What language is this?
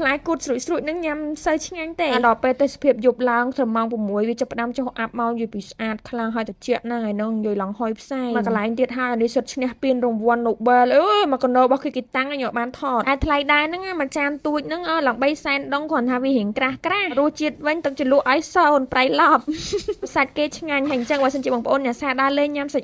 Khmer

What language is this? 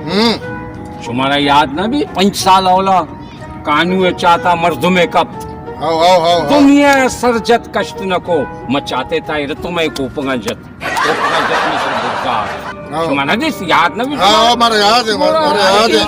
Baluchi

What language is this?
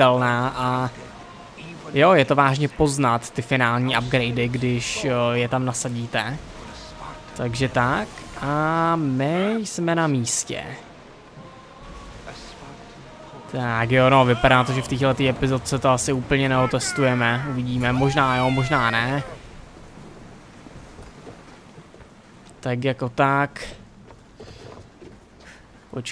Czech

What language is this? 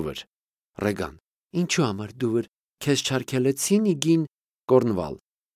Armenian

